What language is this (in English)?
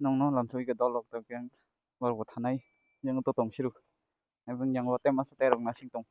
Kok Borok